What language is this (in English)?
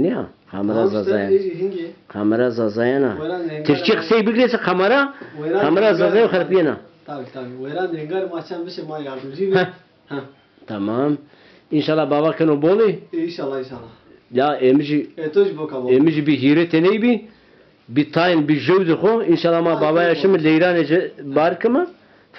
Zaza